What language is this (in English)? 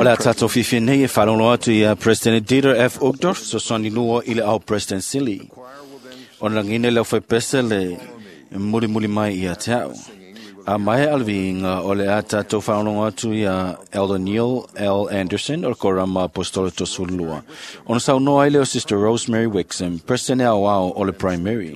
Samoan